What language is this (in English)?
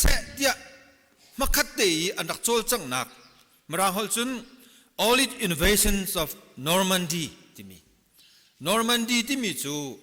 Hakha Chin